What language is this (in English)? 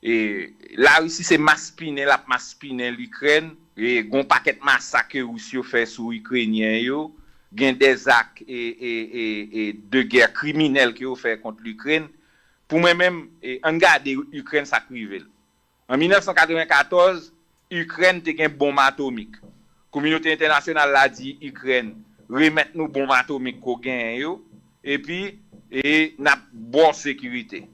Haitian Creole